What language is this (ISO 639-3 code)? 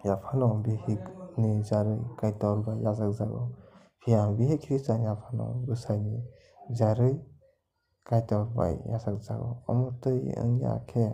trp